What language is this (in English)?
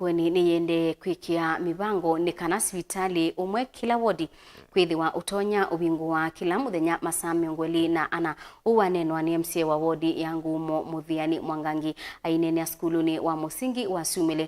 Kamba